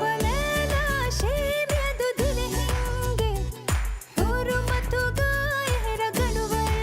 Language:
Divehi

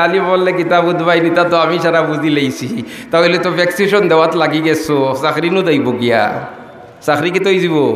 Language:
Sylheti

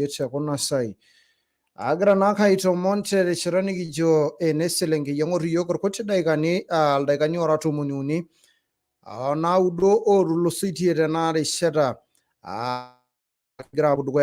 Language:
Masai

